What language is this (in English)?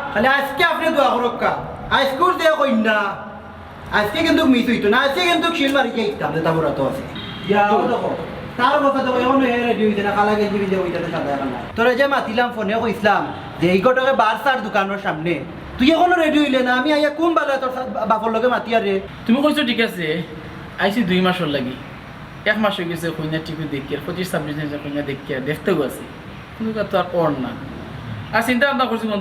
Sylheti